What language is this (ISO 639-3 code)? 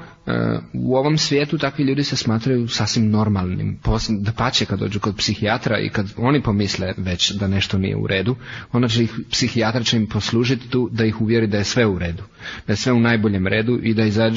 hrv